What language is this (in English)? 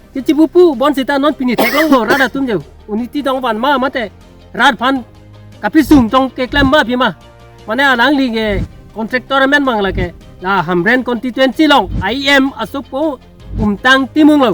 Karbi